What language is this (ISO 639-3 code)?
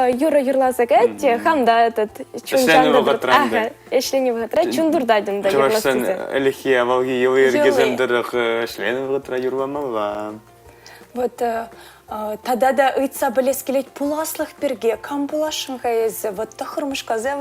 chv